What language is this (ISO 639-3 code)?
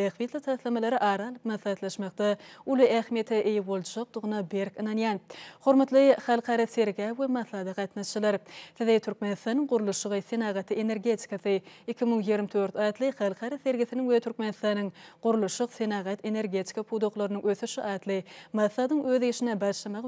tuk